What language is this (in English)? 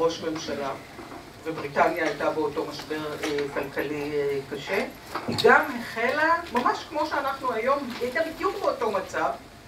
Hebrew